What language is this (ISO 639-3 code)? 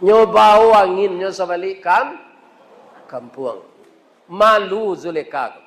min